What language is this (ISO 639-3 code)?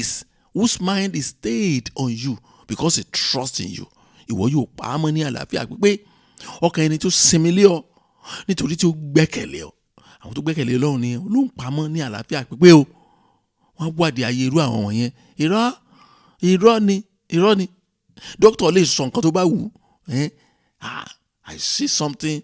yor